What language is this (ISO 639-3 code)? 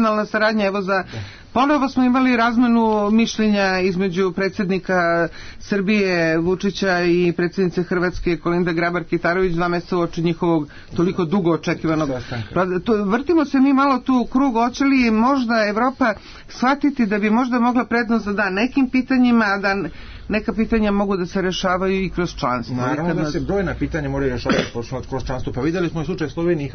srp